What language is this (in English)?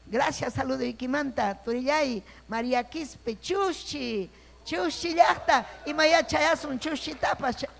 Ayacucho Quechua